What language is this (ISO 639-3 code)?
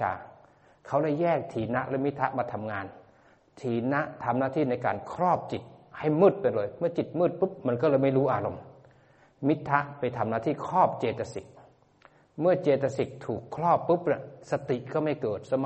tha